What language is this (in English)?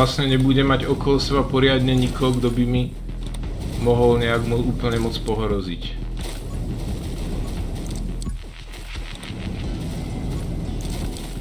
Slovak